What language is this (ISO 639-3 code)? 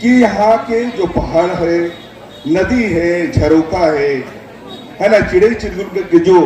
hne